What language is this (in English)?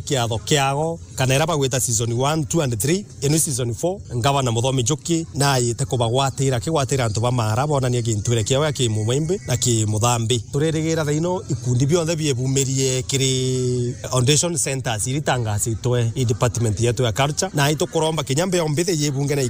Meru